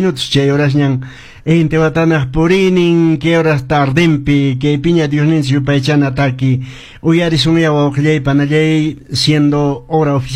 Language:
Quechua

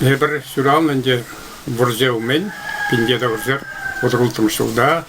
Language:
Chuvash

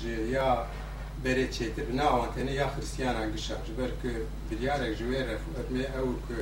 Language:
Kurdish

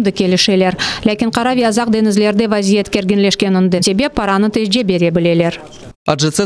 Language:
Crimean Tatar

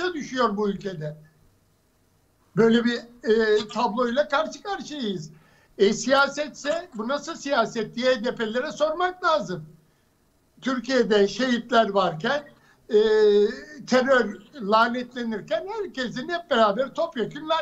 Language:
Turkish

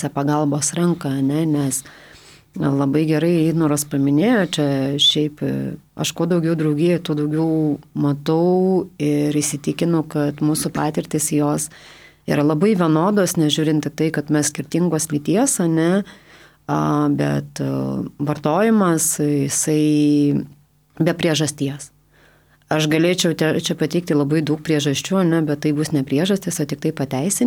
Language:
Lithuanian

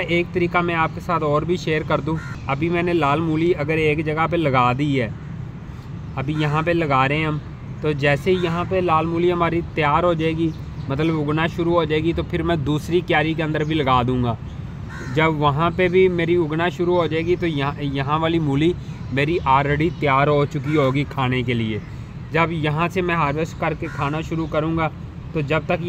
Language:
Hindi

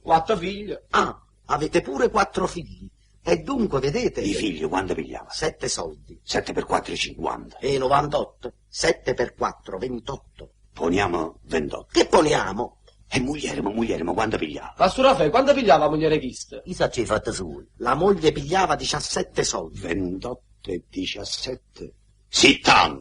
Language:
Neapolitan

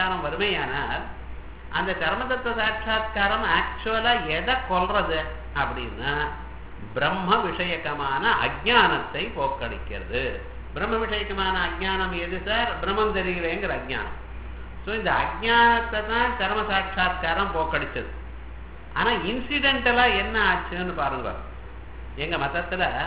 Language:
Tamil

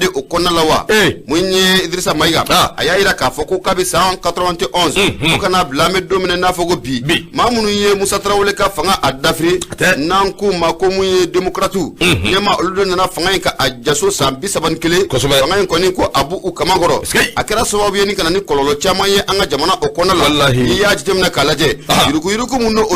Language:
Bambara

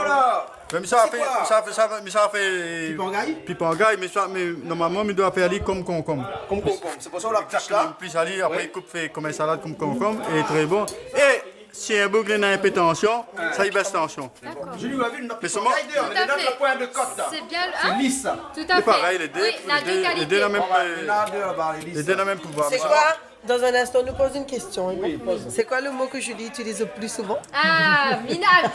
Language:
Réunion Creole French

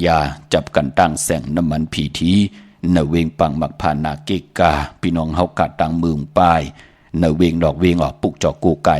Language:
Shan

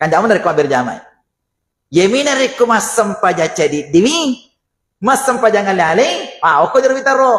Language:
Buginese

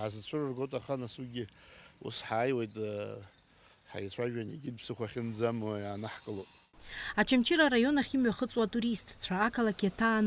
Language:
Abkhazian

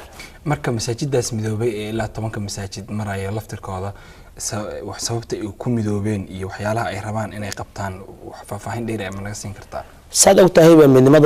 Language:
Somali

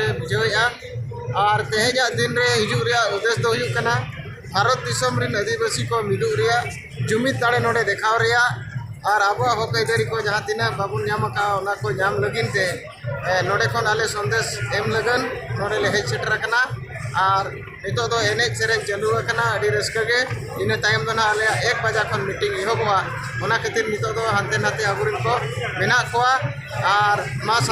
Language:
Santali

